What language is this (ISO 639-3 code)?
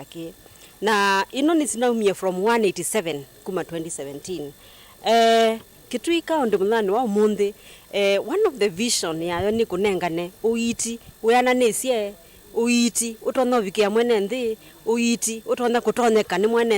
kam